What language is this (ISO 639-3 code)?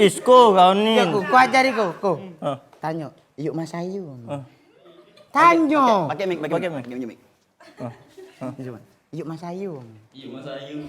mui